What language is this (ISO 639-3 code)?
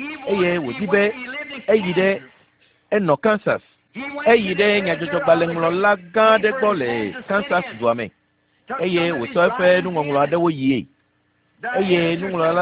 ewe